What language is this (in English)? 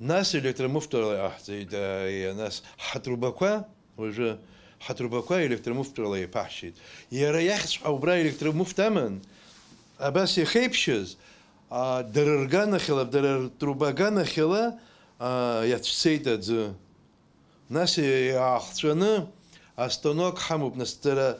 Abkhazian